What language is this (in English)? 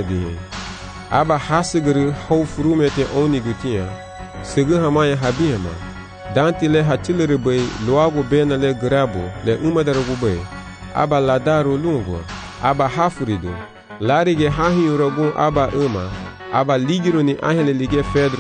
Garifuna